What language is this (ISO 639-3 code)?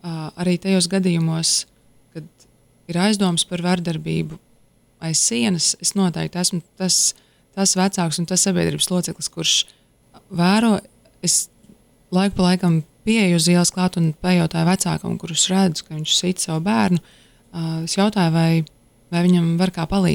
lav